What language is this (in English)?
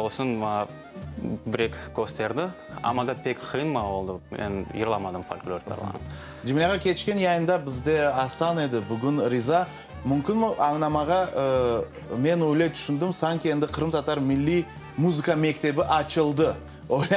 Crimean Tatar